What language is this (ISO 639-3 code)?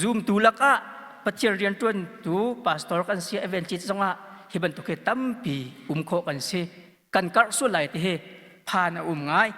cnh